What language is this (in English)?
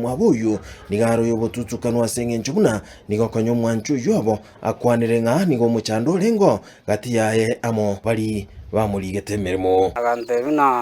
Gusii